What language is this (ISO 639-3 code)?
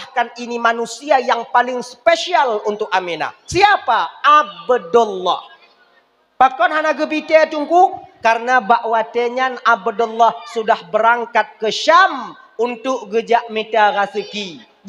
ace